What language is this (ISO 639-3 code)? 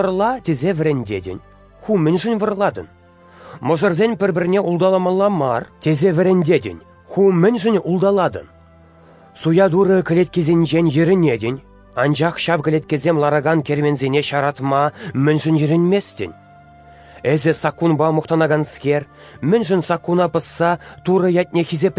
chv